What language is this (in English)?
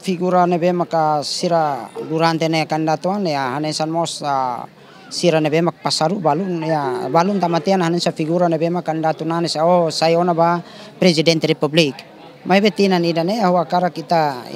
Tetum